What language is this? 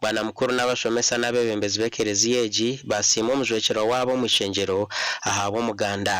Nyankole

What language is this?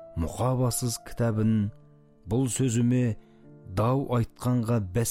Kazakh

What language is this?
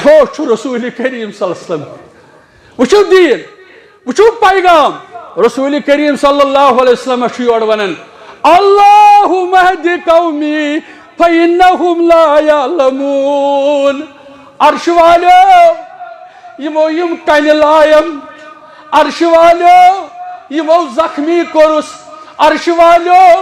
Kashmiri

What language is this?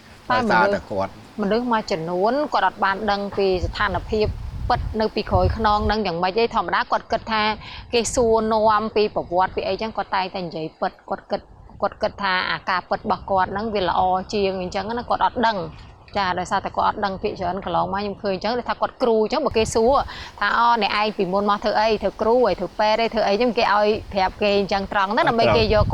Khmer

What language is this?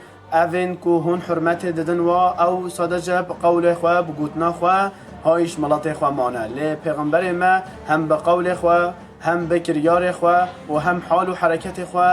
Kurdish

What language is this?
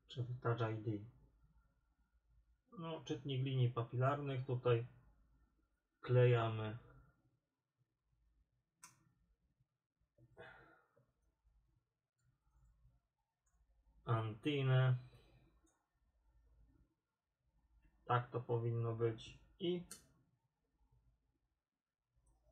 Polish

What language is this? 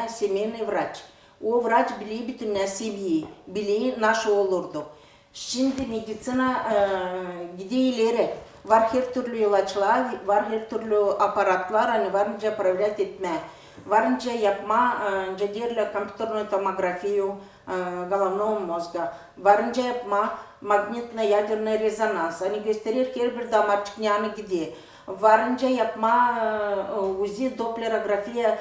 Gagauz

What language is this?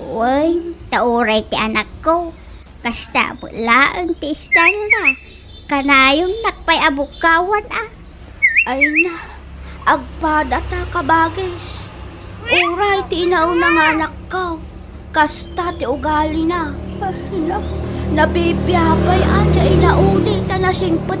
Iloko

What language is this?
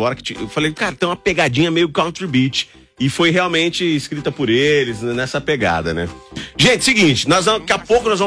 Portuguese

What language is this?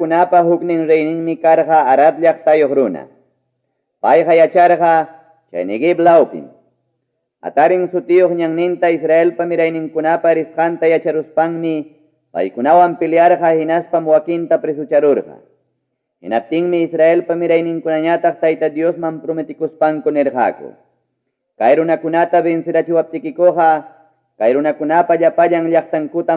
Ayacucho Quechua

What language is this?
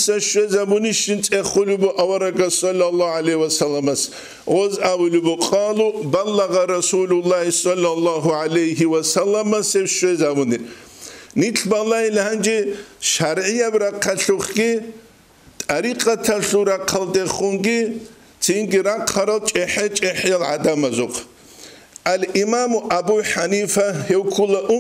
Avaric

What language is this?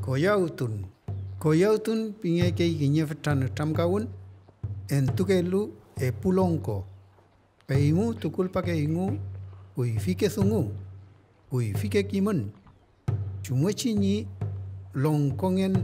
Mapuche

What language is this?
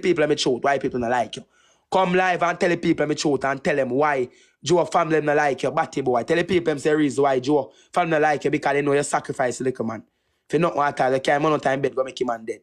Jamaican Creole English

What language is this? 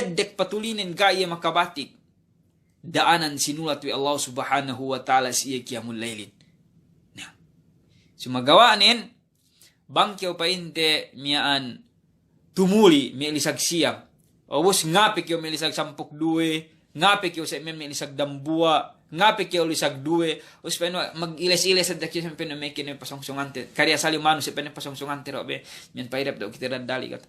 Yakan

